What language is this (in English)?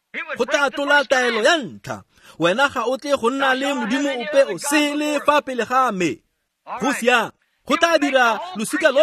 Tswana